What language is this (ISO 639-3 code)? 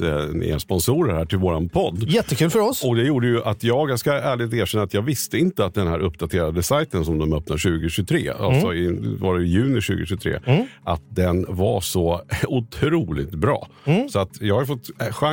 swe